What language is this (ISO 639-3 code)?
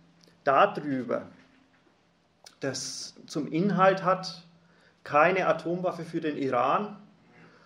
deu